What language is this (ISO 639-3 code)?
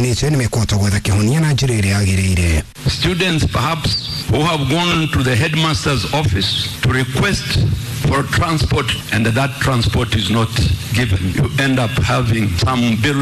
kik